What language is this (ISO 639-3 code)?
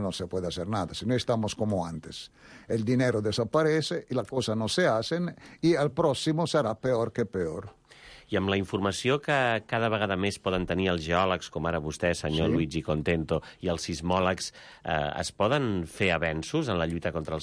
cat